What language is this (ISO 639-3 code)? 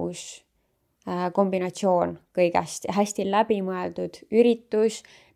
est